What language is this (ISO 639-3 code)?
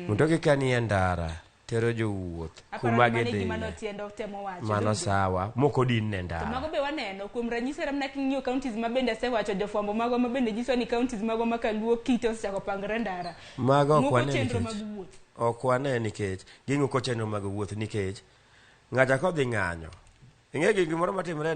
luo